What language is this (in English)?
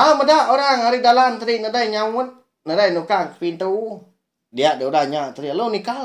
Iban